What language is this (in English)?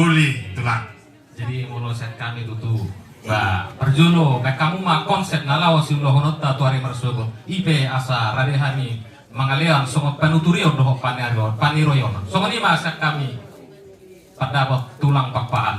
Batak Toba